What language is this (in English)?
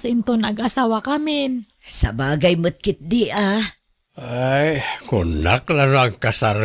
Iloko